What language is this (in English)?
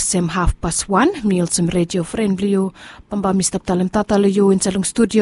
Bislama